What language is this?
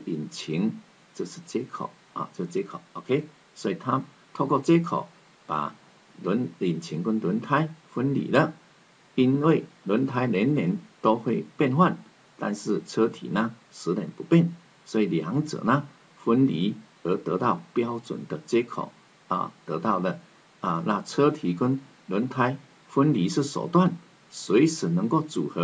Chinese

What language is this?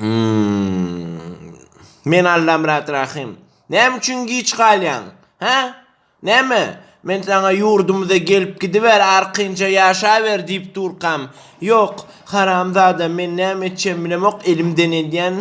Turkmen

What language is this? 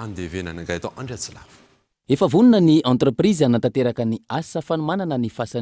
Malagasy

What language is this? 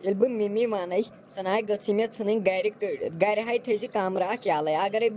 Kashmiri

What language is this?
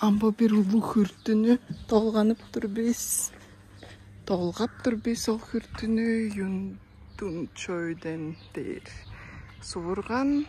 Tuvinian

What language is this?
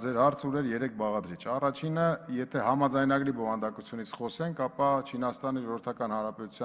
Armenian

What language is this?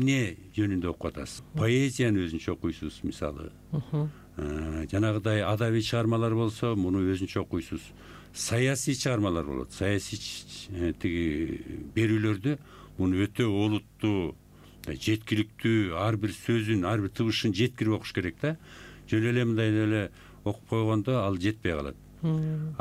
Kyrgyz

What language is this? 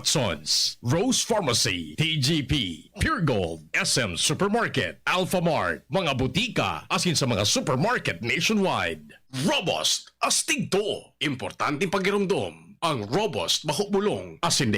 Bikol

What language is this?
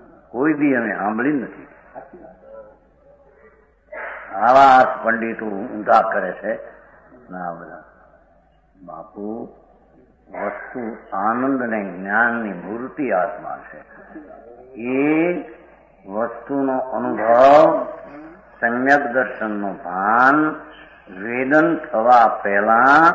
Gujarati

